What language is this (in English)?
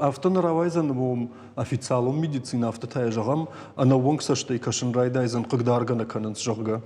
Ossetic